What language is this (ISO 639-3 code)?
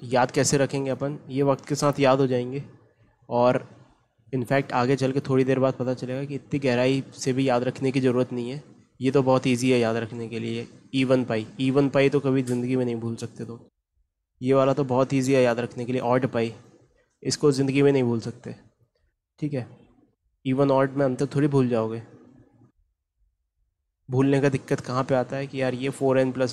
hin